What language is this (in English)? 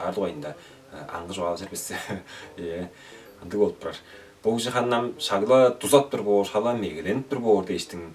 Tuvinian